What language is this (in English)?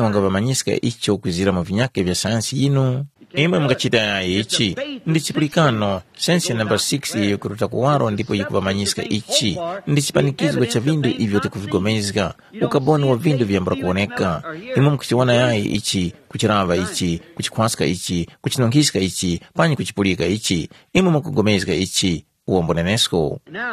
Tumbuka